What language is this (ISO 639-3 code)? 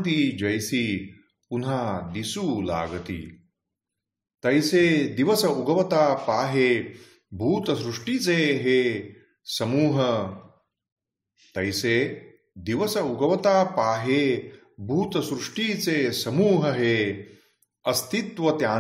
mar